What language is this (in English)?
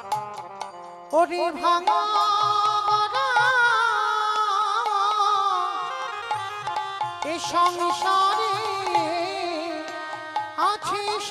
Bangla